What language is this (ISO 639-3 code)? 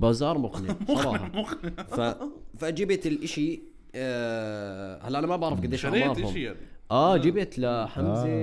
apc